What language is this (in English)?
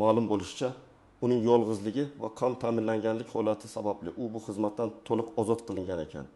Uzbek